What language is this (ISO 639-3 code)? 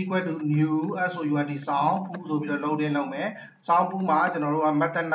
mya